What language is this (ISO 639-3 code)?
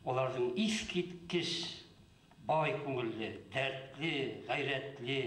bak